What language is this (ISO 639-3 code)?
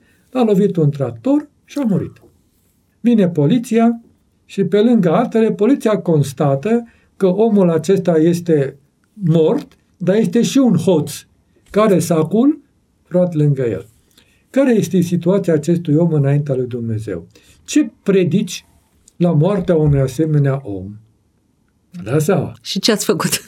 ron